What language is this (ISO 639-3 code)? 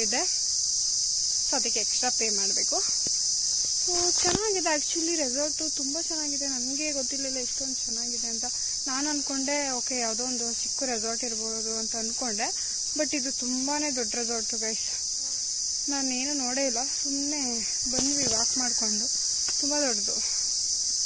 kan